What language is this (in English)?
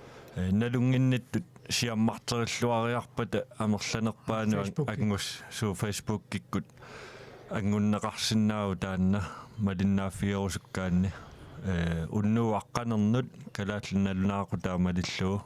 Kalaallisut